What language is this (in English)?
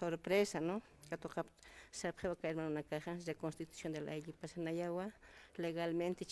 Aymara